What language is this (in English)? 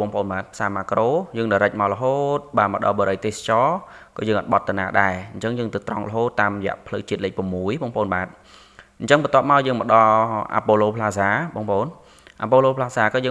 Khmer